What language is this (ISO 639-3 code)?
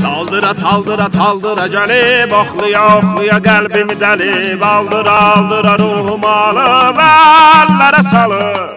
azb